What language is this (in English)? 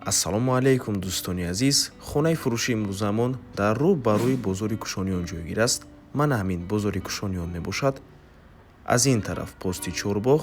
Tajik